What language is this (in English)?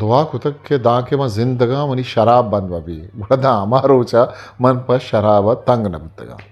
Eastern Balochi